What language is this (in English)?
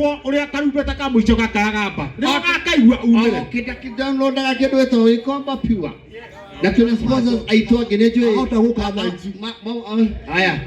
Kikuyu